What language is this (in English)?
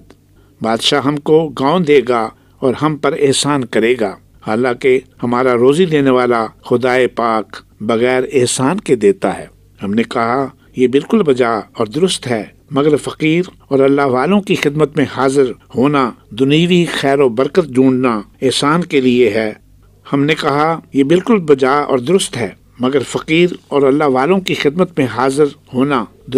Urdu